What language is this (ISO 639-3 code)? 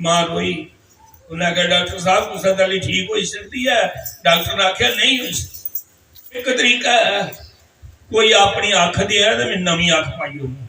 doi